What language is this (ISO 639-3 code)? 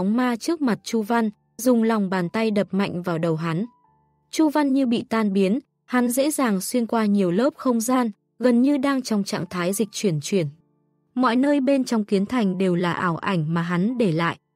vie